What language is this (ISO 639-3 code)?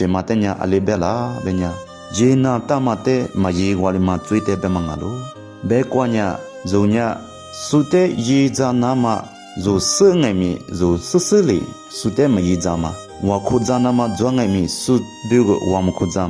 lis